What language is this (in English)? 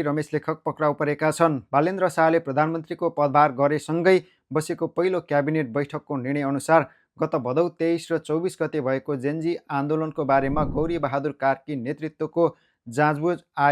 Nepali